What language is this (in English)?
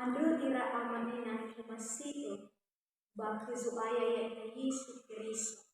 Nias